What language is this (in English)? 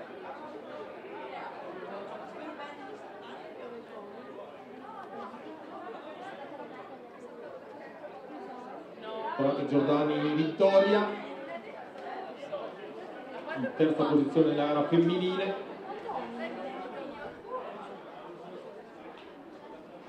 Italian